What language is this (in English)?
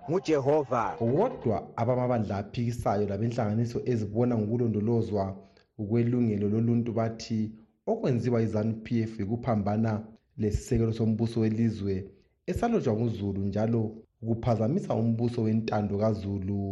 North Ndebele